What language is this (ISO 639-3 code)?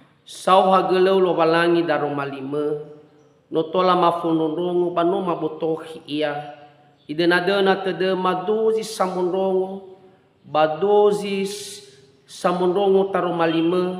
nia